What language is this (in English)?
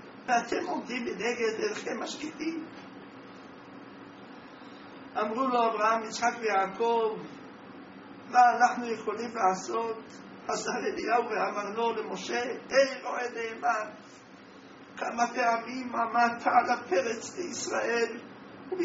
Hebrew